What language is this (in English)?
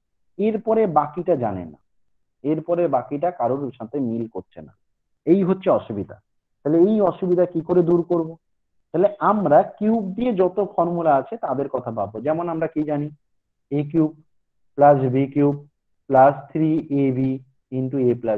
Bangla